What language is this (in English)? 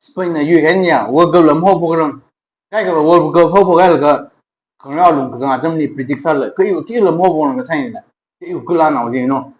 Tangkhul Naga (India)